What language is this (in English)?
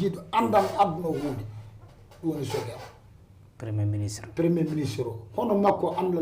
Fula